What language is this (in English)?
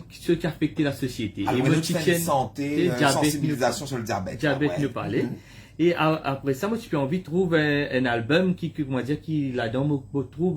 Morisyen